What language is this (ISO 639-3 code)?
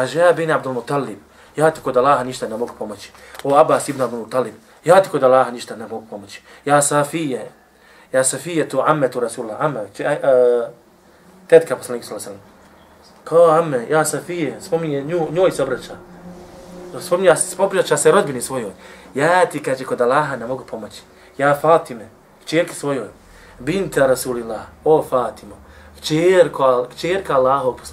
bos